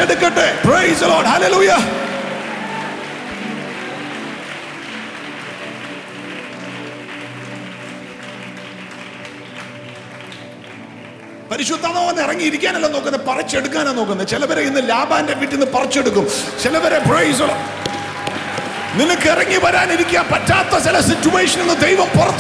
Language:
Malayalam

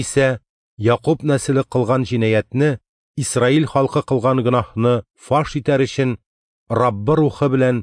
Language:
Tatar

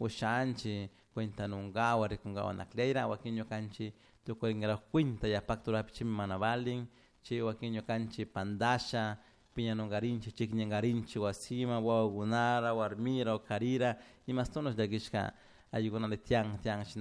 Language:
Chimborazo Highland Quichua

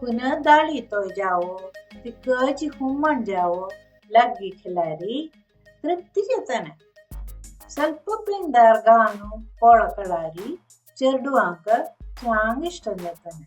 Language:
Konkani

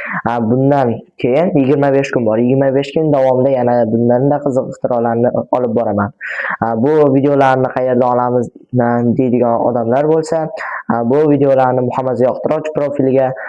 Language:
Uzbek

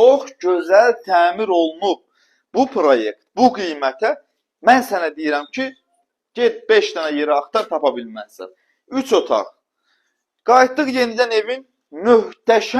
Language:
Azerbaijani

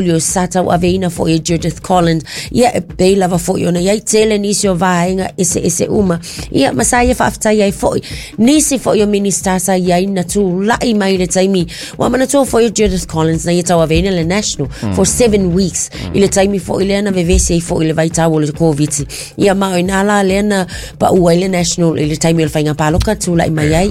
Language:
Samoan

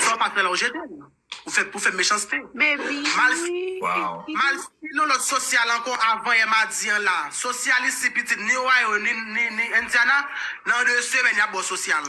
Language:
Haitian Creole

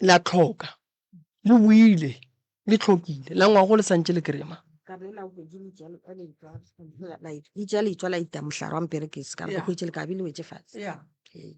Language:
Northern Sotho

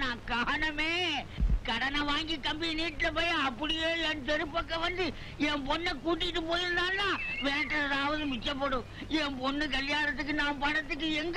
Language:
Tamil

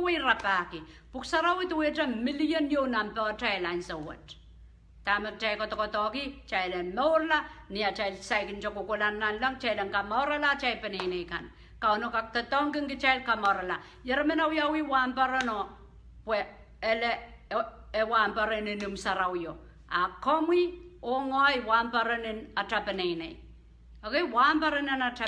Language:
Pohnpeian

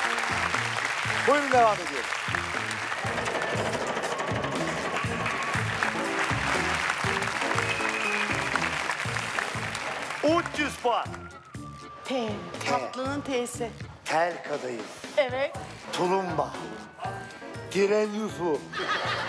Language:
Turkish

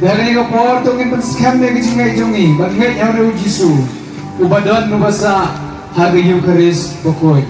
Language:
Khasi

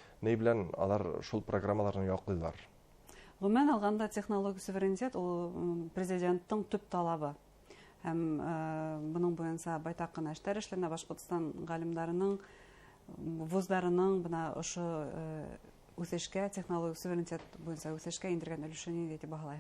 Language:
Bashkir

